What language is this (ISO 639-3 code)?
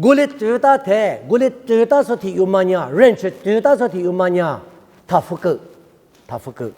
lis